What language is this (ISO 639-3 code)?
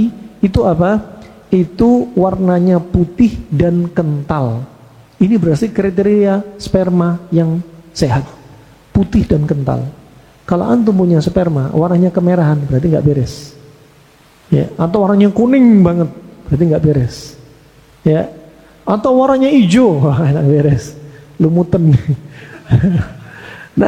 ind